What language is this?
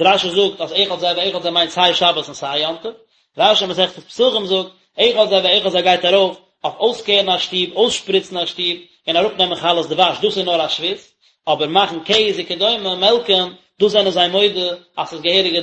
Yiddish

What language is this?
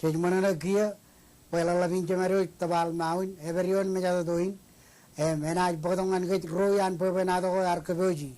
Marshallese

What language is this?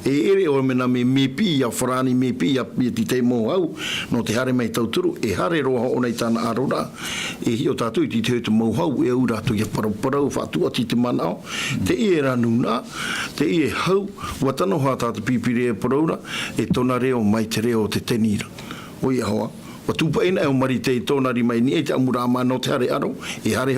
Tahitian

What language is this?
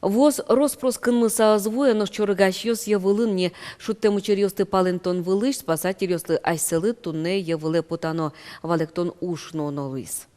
Udmurt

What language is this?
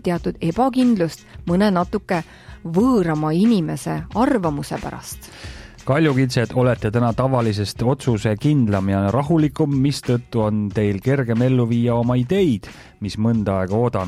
Estonian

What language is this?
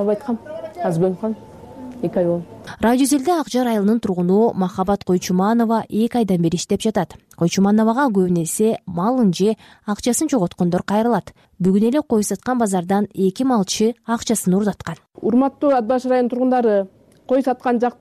Kyrgyz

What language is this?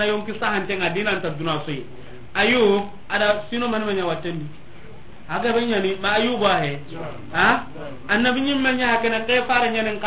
Soninke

